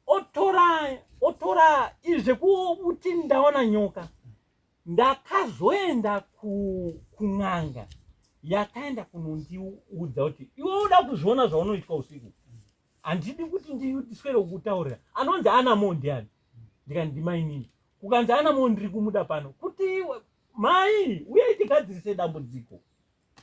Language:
Shona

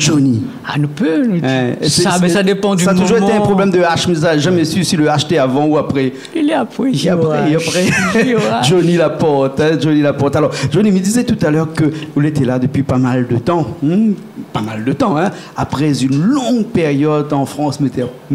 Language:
Réunion Creole French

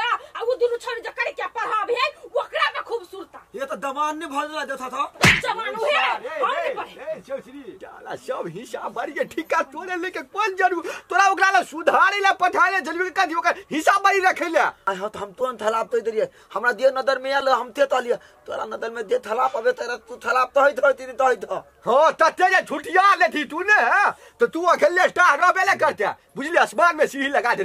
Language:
Maithili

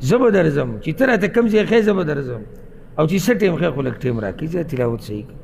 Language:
Pashto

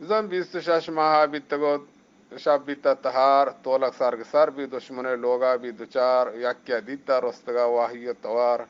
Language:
Eastern Balochi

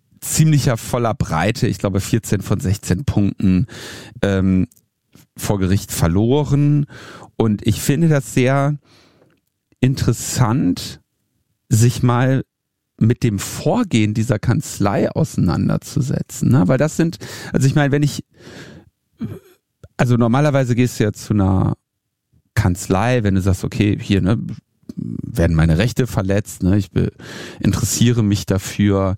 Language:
German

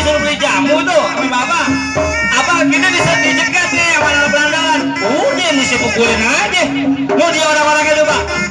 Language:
Betawi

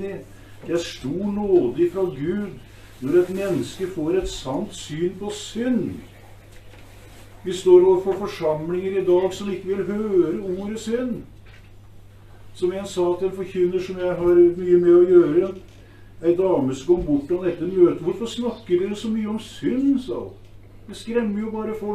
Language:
Norwegian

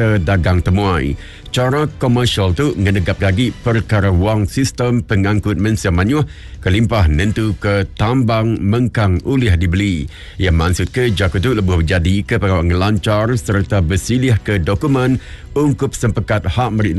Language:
Iban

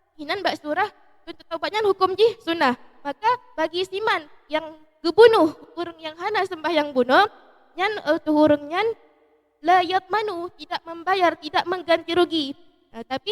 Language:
Achinese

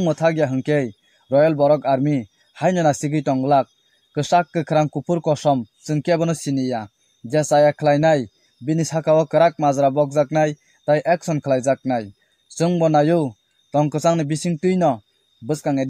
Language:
Kok Borok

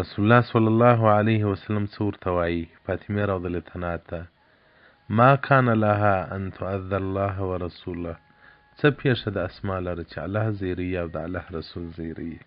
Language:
Pashto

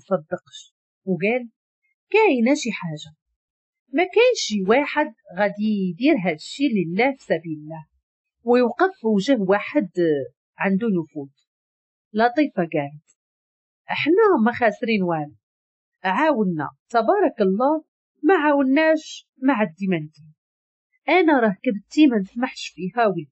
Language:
Moroccan Arabic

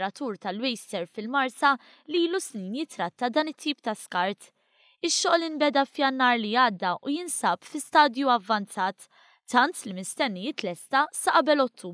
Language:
Maltese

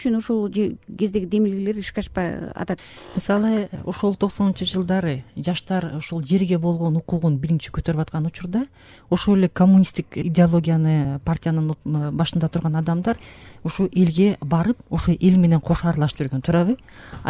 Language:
Kyrgyz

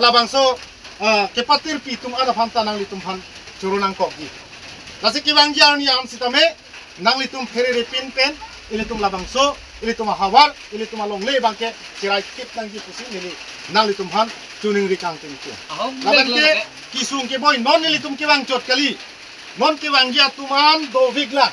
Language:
Karbi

